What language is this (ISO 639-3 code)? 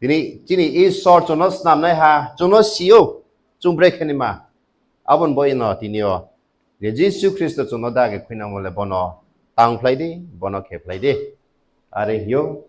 ria